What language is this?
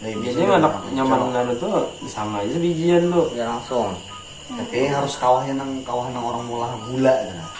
Banjar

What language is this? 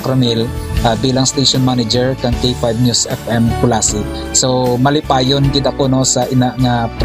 Hiligaynon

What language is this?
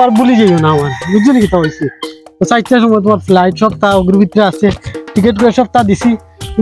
Sylheti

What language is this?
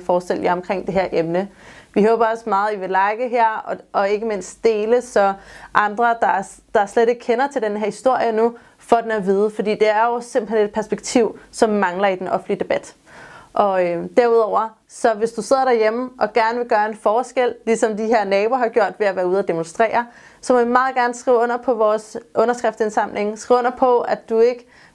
Danish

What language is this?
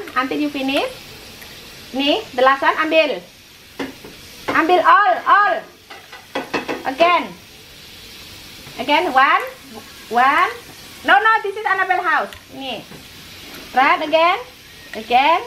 Indonesian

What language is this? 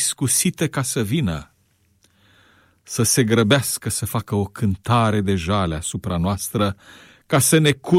Romanian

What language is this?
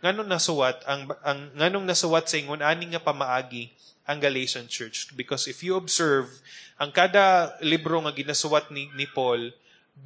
Cebuano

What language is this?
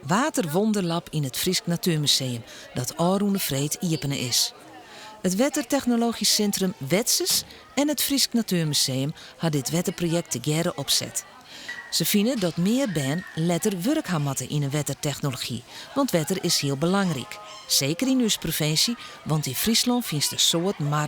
Western Frisian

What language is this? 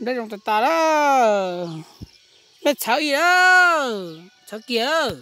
Hmong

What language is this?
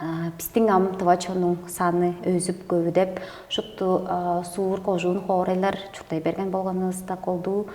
Tuvinian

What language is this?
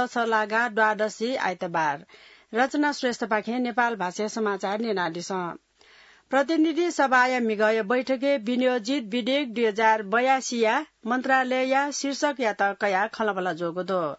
Newari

